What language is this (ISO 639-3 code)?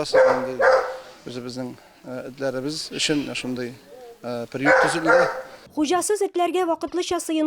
tat